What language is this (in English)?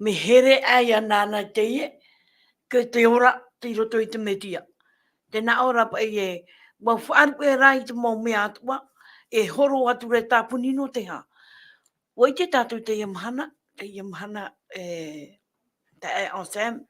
Tahitian